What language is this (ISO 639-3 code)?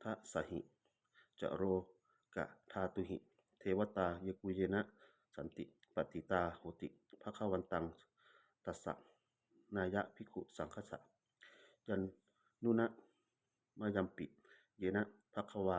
pli